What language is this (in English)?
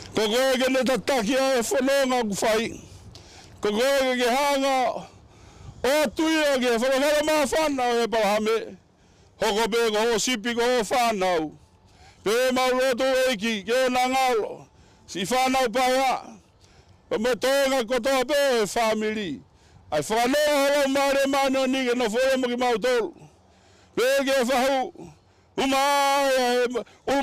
Tongan